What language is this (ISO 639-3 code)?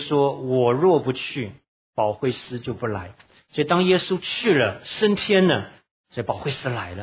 zho